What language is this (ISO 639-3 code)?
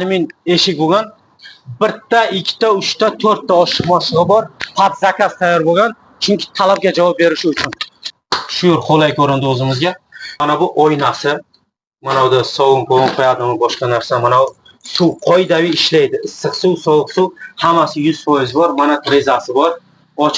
uzb